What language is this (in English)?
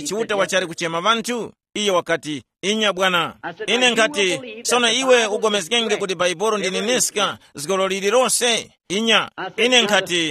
Tumbuka